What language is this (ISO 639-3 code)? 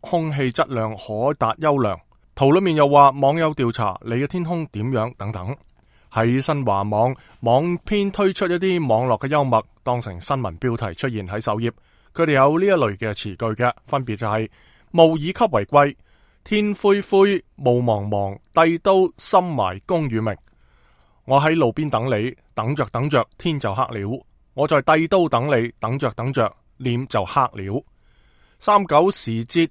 yue